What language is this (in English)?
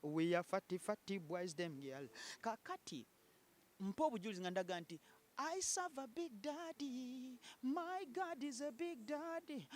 Ganda